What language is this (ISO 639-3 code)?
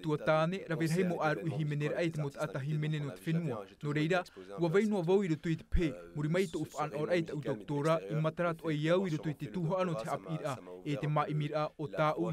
tah